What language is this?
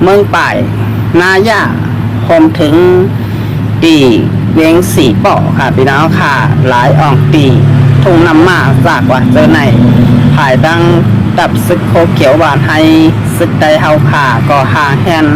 Shan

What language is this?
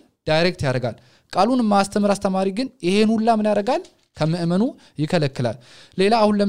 Amharic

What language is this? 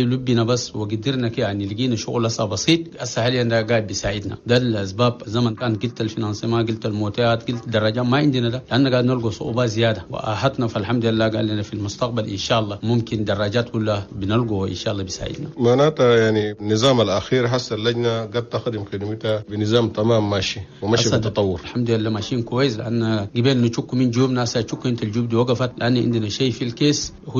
Chadian Arabic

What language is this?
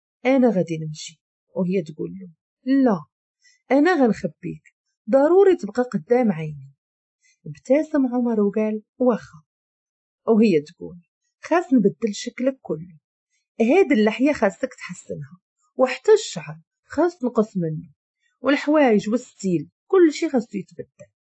Moroccan Arabic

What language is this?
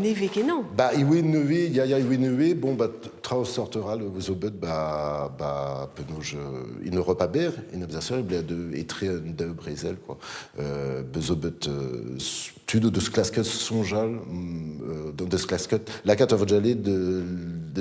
Breton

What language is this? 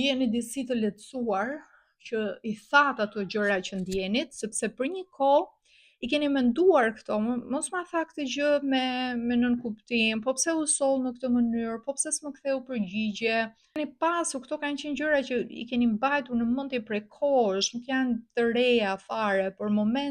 Albanian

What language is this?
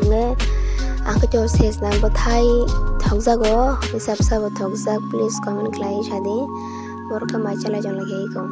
Kok Borok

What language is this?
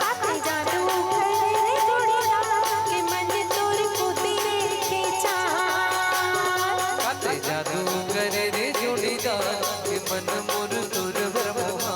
Chhattisgarhi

